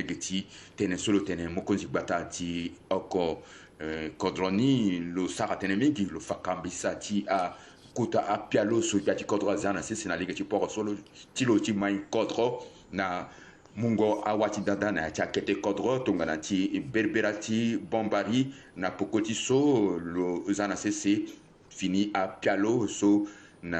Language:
Sango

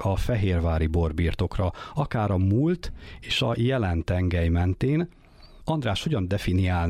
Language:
Hungarian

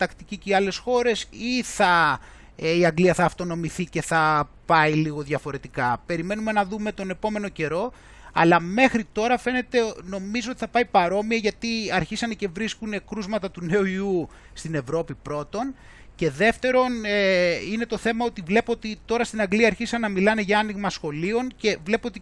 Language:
Greek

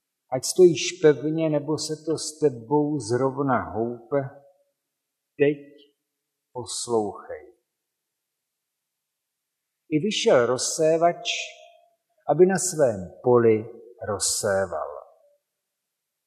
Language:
Czech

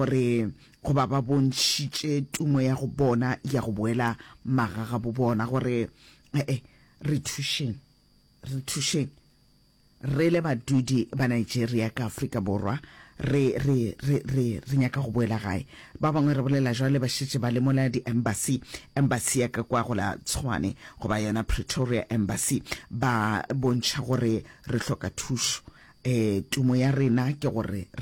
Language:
Northern Sotho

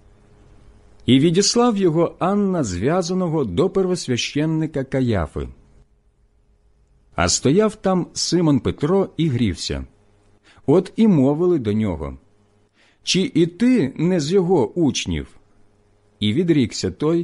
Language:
Ukrainian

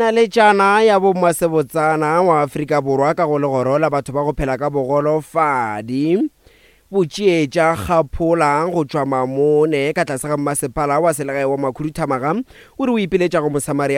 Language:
Northern Sotho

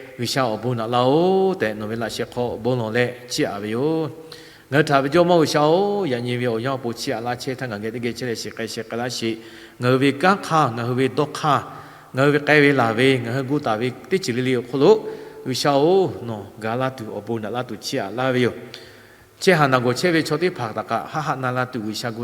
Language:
Lahu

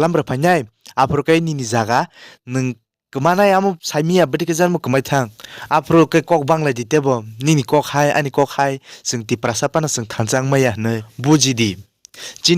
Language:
Kok Borok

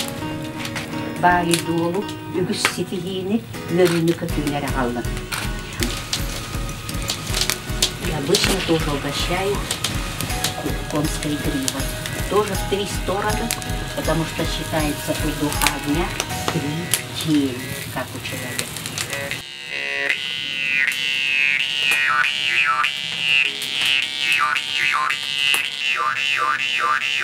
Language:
Russian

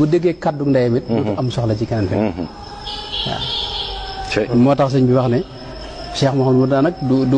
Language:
Wolof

